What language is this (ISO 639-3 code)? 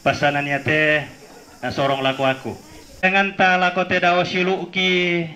sda